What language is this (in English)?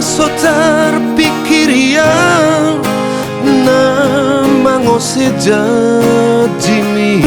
Batak Toba